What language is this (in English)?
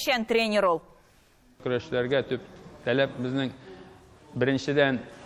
Tatar